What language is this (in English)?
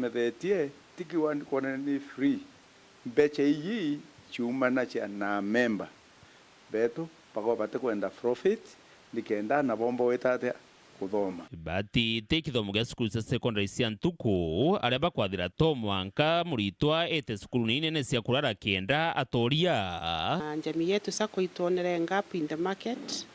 Meru